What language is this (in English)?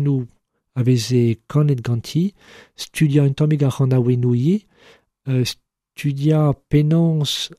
Breton